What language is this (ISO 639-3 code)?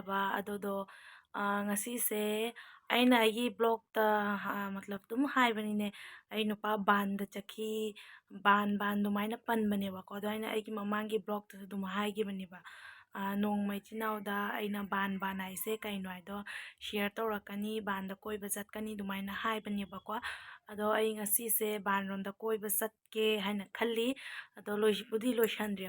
mni